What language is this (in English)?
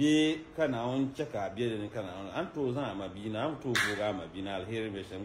Dagbani